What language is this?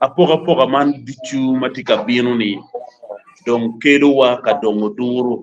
Acoli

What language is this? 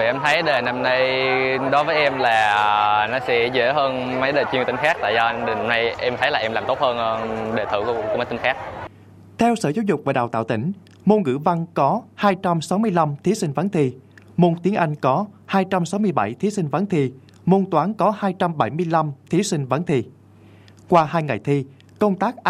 Vietnamese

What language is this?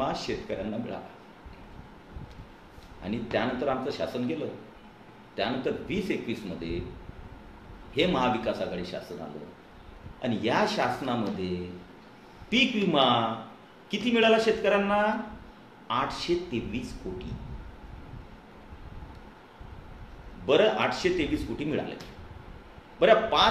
Marathi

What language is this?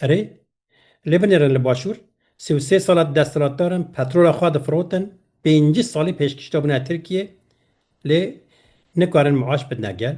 Kurdish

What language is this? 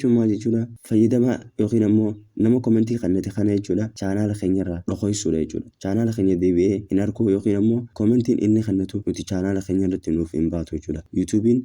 Oromo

